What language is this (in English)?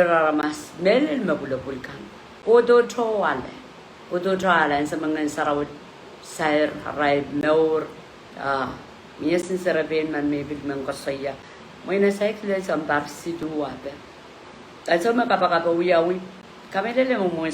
Pohnpeian